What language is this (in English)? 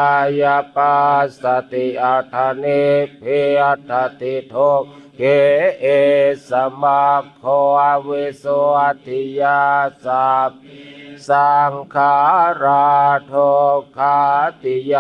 Pali